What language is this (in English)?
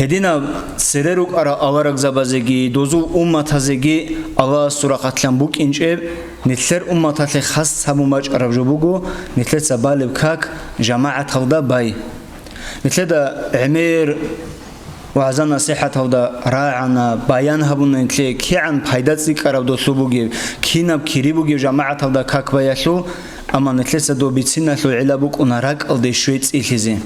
Avaric